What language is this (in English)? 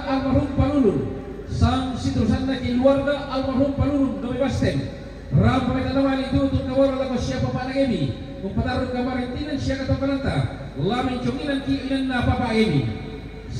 Toraja-Sa'dan